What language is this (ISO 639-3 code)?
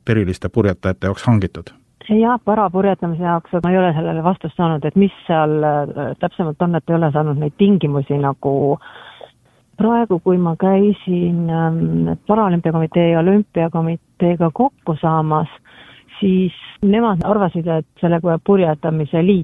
est